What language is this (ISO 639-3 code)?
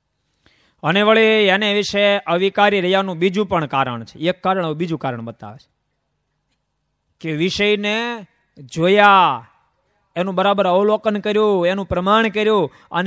guj